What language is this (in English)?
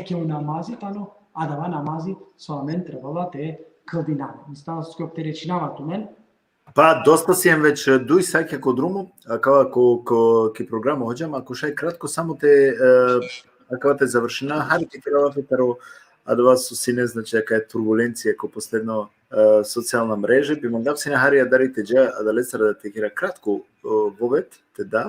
Balkan Romani